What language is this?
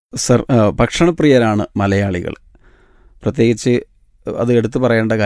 Malayalam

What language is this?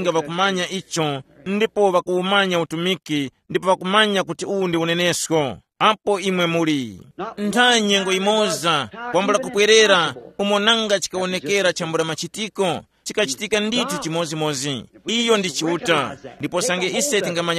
Tumbuka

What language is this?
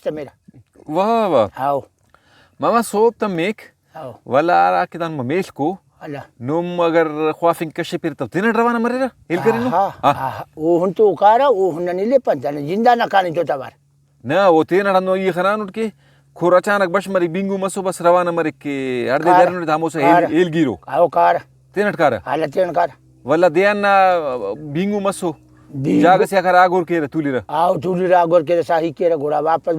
Brahui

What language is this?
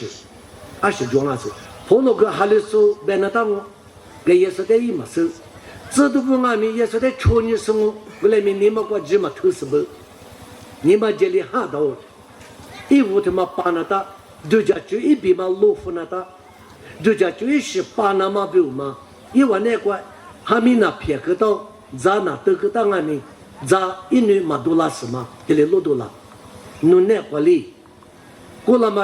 Lisu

